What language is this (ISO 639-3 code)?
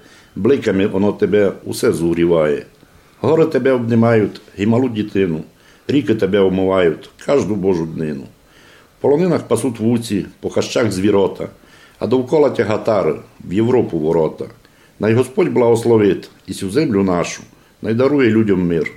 rue